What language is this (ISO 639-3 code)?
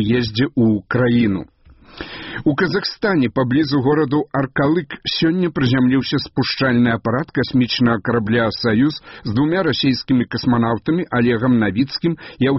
bel